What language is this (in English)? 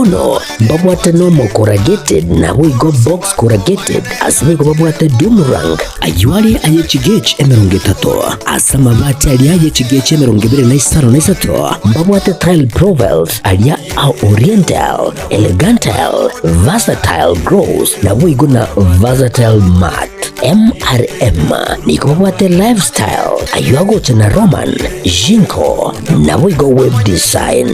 Gusii